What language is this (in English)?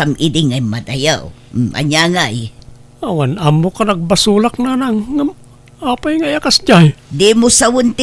Iloko